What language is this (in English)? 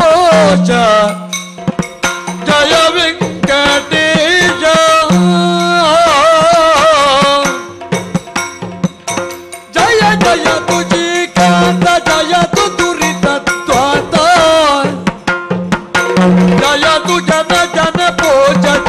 Kannada